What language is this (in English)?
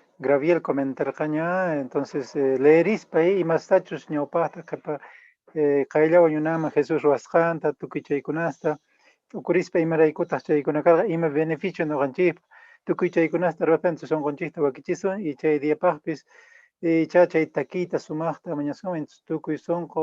Quechua